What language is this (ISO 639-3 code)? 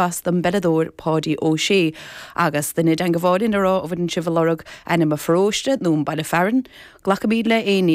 gle